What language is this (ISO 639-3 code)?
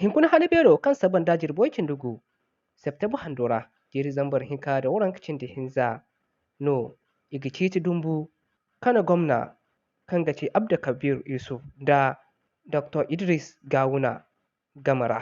dje